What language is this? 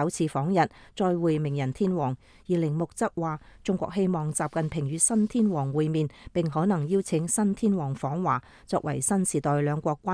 Cantonese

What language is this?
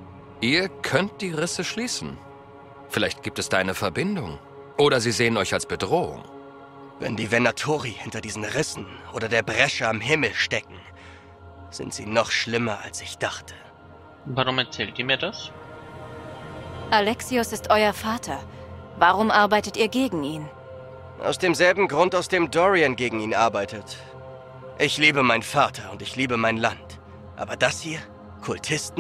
German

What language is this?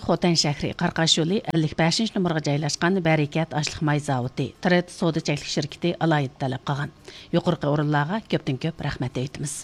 Uyghur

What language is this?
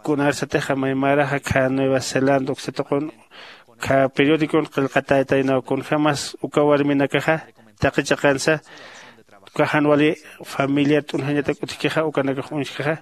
Aymara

